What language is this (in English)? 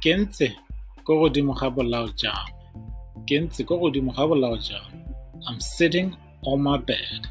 Tswana